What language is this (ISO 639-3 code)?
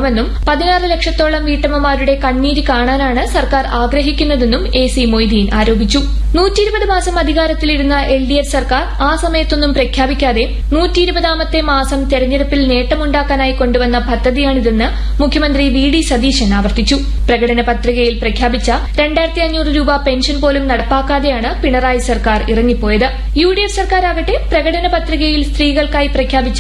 mal